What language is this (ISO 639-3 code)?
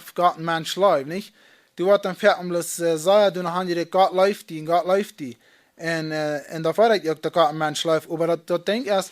pdt